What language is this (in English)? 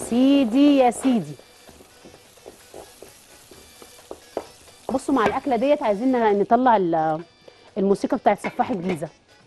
Egyptian Arabic